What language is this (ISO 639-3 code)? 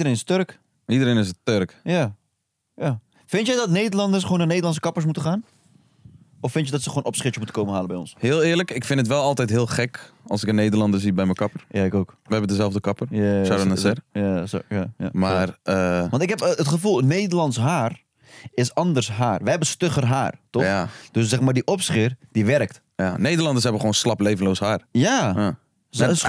nld